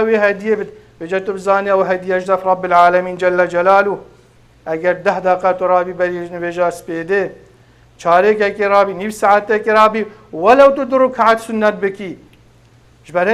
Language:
Kurdish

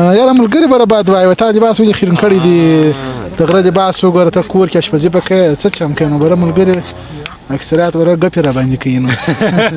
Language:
Pashto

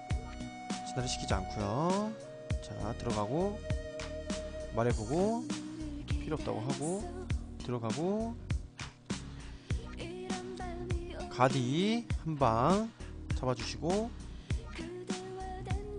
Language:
Korean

